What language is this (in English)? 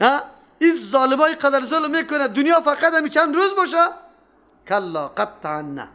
Persian